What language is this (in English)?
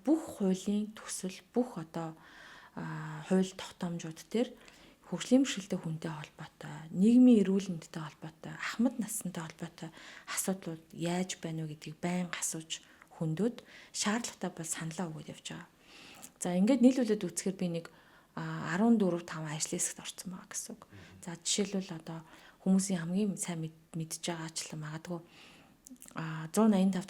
Mongolian